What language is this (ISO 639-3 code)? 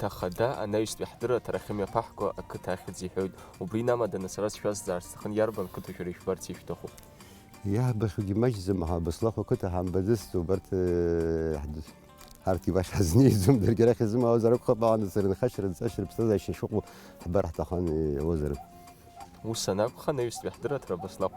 abk